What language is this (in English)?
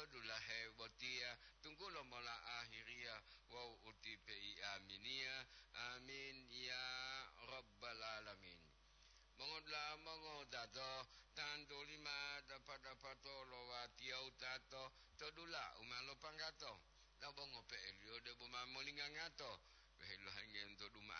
Gorontalo